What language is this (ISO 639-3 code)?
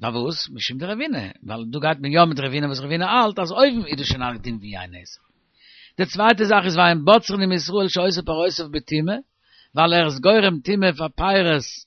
yid